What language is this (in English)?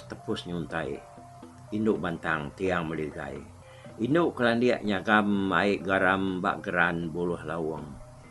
Iban